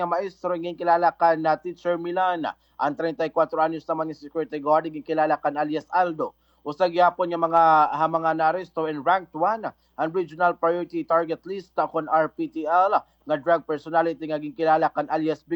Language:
Waray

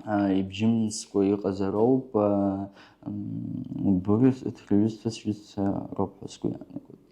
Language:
Abkhazian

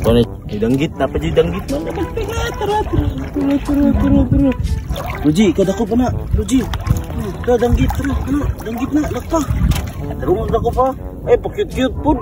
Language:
Cebuano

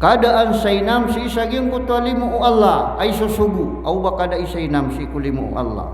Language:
Maranao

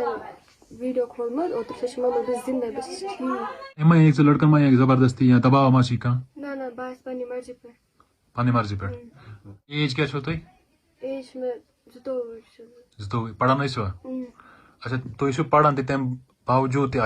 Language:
Kashmiri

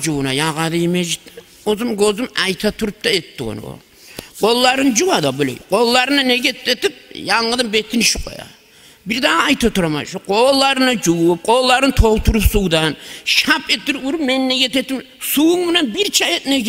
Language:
Kumyk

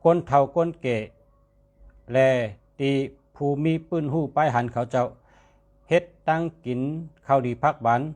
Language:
Shan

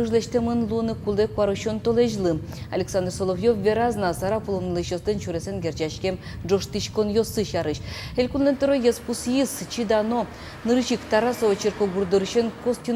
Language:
Udmurt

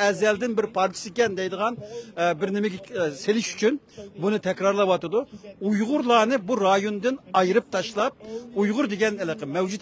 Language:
Uyghur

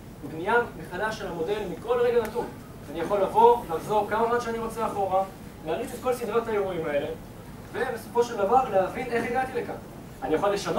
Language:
Hebrew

